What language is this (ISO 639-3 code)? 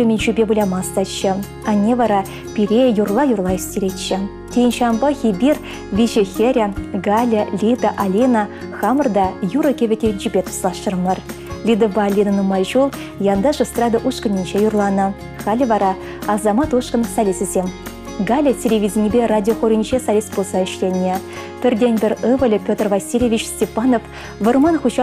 chv